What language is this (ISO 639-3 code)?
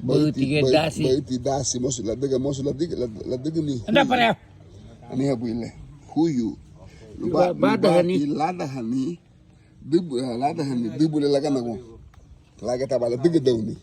cab